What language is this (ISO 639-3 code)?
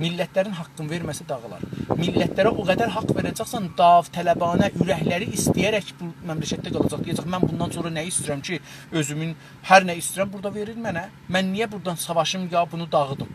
azb